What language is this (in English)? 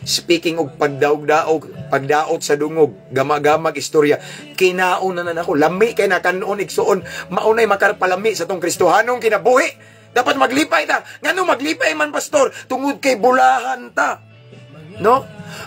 Cebuano